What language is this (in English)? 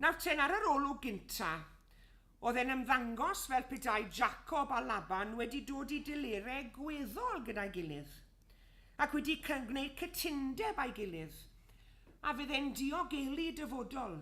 Welsh